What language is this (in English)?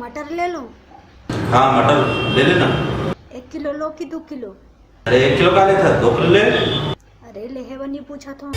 Chhattisgarhi